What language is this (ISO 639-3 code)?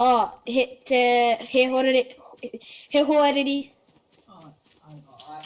mri